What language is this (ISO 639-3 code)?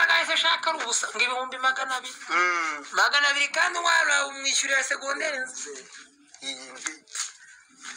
kin